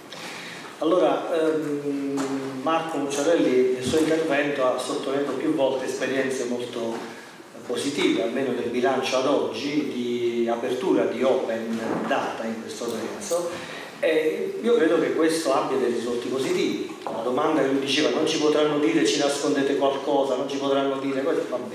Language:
Italian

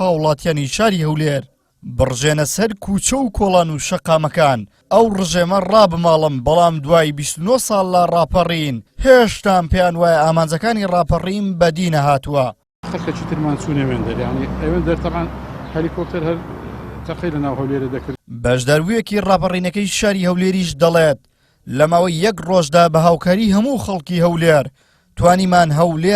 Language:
Central Kurdish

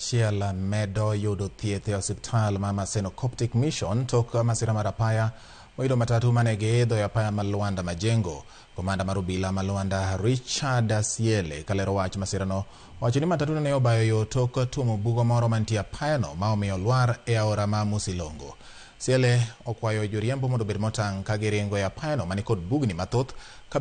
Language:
Luo (Kenya and Tanzania)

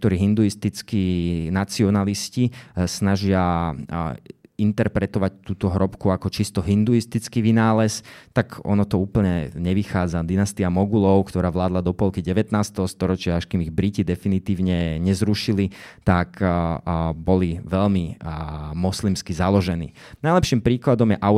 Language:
Slovak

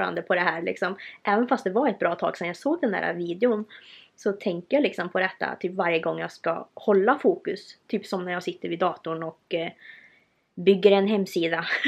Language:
Swedish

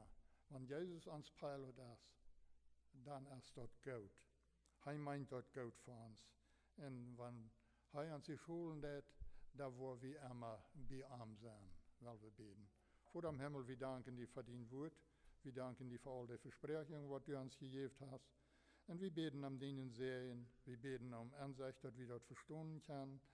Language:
Plautdietsch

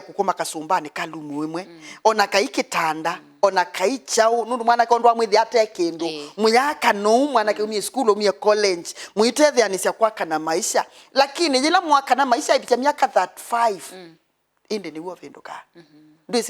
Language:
Kamba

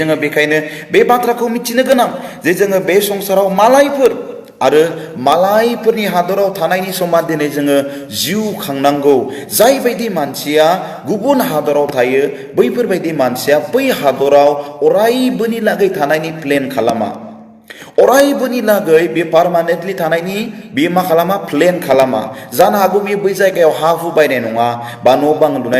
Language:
Bodo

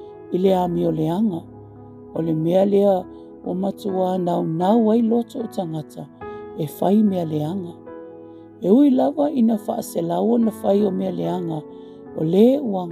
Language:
Samoan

